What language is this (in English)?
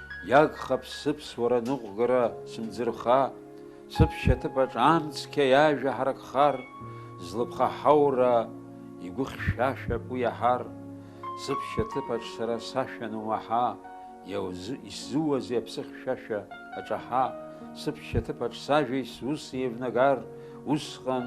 Abkhazian